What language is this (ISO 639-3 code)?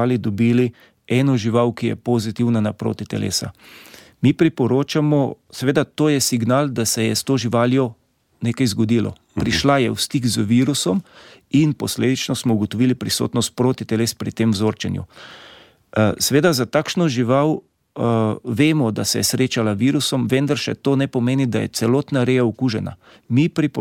slv